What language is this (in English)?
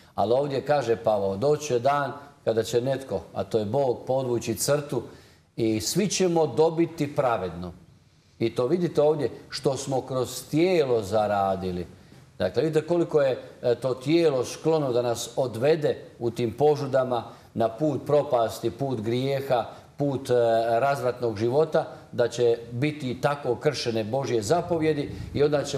Croatian